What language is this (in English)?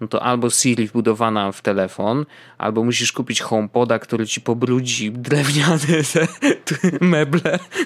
Polish